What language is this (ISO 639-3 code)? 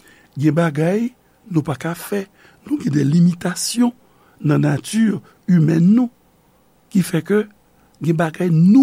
hat